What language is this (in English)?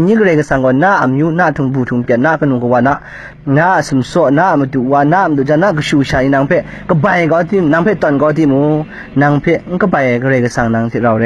Kachin